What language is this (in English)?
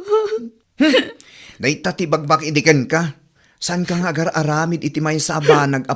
Iloko